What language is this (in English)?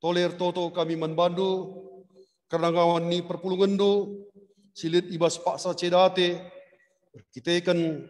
Batak Karo